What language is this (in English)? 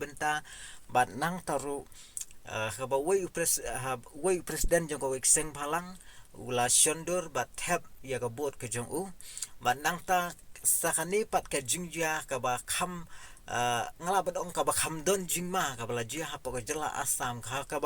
Khasi